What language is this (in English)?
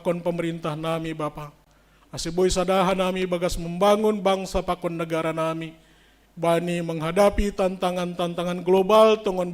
Batak Simalungun